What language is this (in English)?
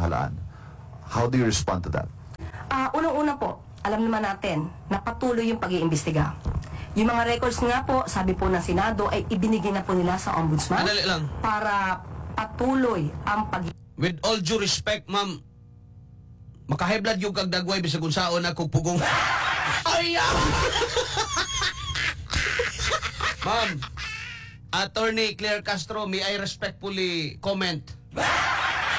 Filipino